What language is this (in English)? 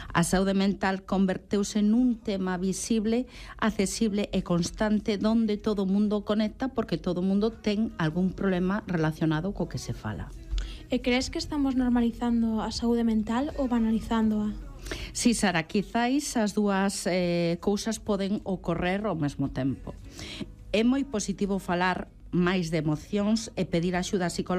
Galician